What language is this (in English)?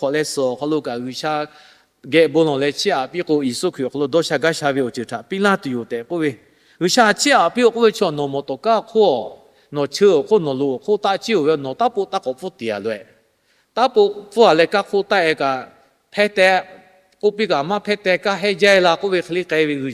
Lahu